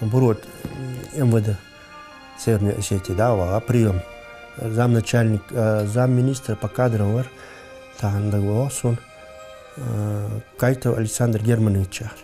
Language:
Ingush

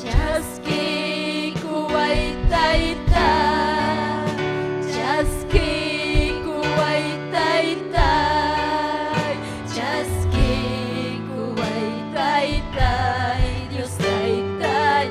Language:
Ayacucho Quechua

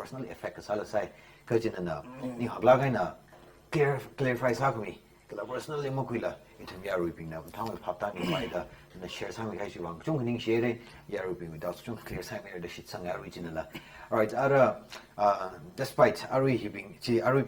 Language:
Tangkhul Naga (India)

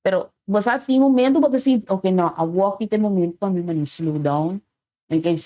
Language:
Papiamento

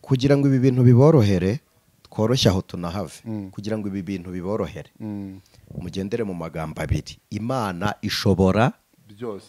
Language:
Kinyarwanda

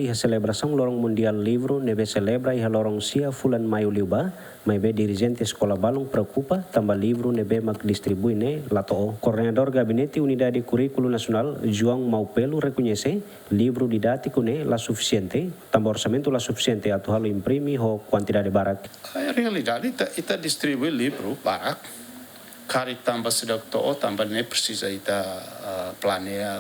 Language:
Tetum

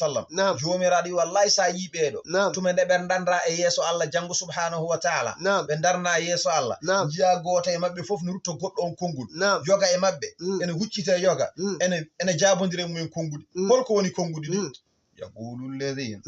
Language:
Fula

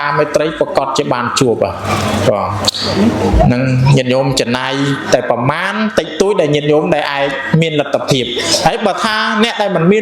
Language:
Khmer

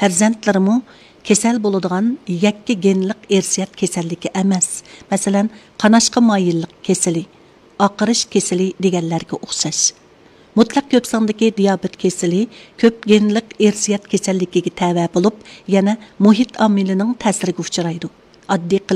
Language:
Uyghur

